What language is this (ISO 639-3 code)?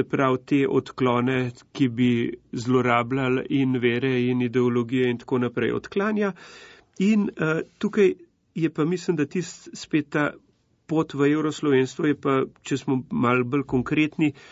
slv